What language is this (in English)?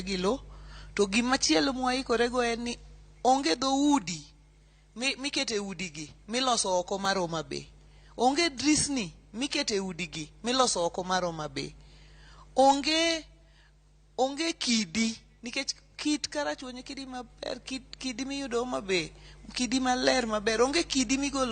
Luo (Kenya and Tanzania)